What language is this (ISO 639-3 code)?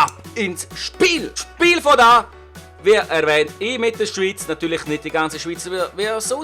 gsw